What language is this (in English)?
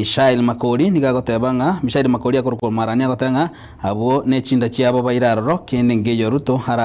Gusii